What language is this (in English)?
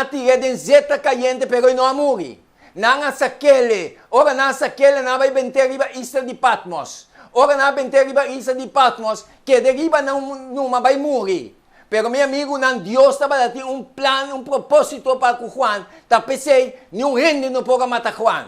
Papiamento